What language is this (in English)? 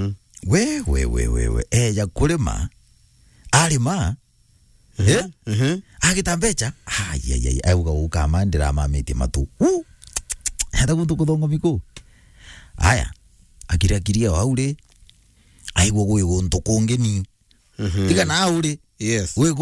Meru